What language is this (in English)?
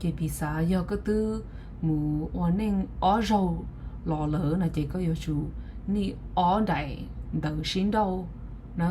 Hmong